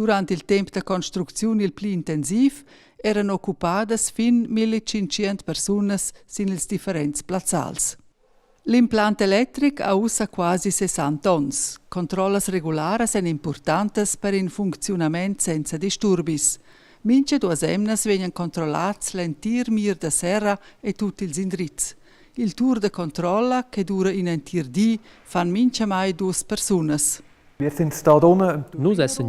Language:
Romansh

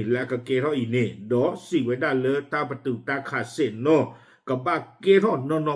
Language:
S'gaw Karen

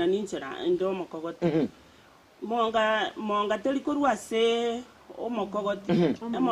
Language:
Gusii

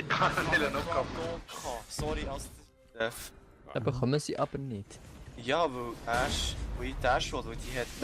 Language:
Swiss German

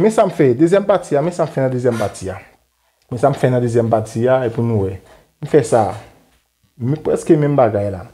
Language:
Haitian Creole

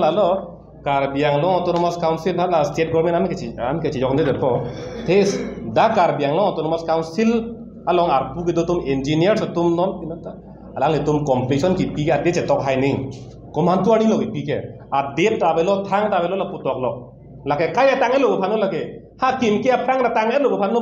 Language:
Karbi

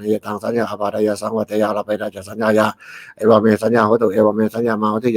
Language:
Pali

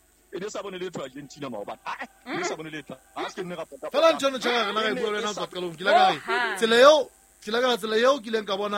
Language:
Southern Sotho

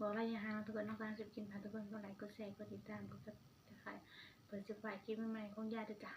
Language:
Northeastern Thai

